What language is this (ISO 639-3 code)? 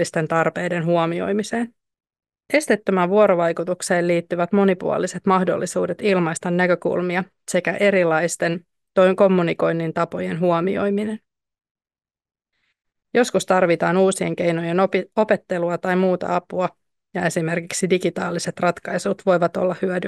fin